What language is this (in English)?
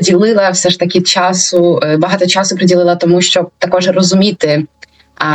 Ukrainian